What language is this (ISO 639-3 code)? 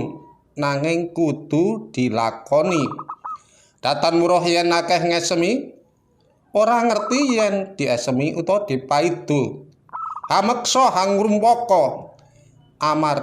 jav